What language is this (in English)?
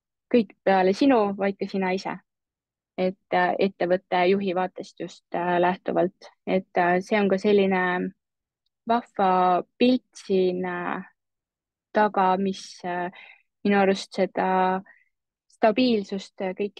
Estonian